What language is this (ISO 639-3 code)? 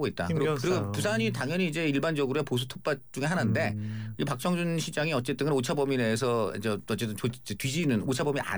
kor